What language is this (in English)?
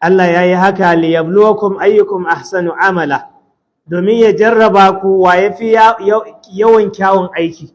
Hausa